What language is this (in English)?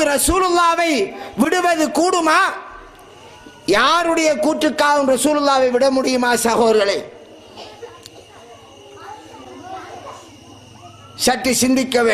Tamil